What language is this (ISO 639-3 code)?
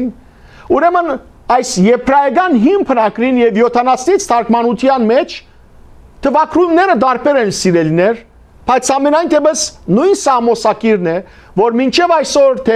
hyw